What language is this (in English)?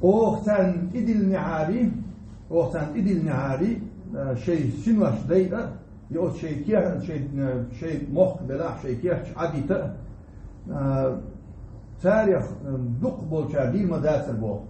Chechen